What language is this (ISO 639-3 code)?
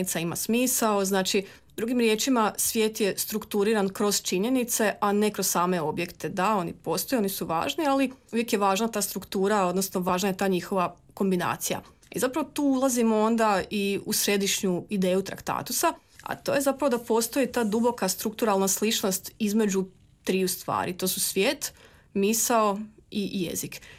hrv